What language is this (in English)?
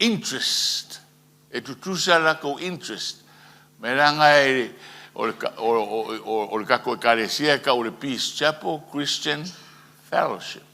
Samoan